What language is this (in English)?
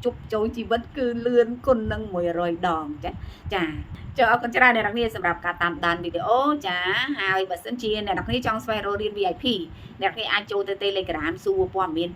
Khmer